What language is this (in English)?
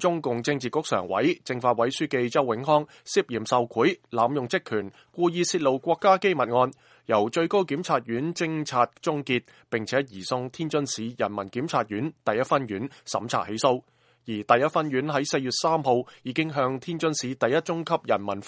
Cantonese